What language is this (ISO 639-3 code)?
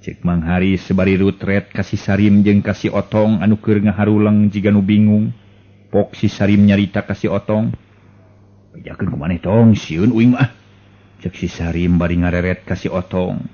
sun